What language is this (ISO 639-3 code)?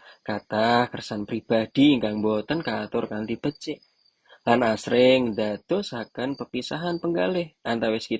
jav